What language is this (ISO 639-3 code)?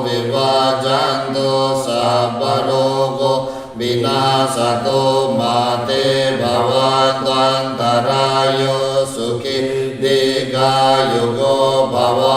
pli